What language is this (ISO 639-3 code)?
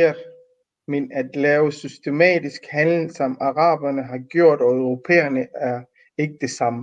dan